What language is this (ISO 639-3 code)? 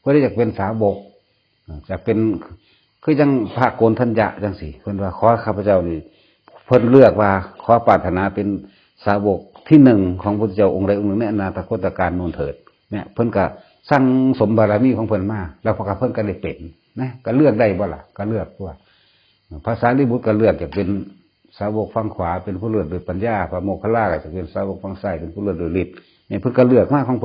tts